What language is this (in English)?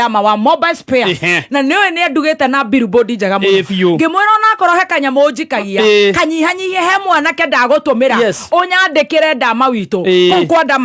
Kikuyu